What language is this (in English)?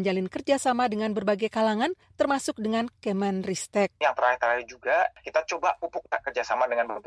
Indonesian